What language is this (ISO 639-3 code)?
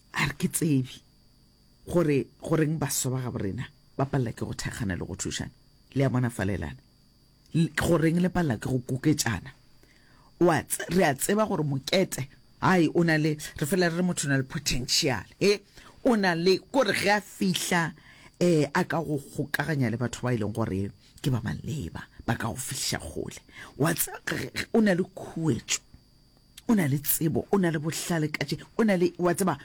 nso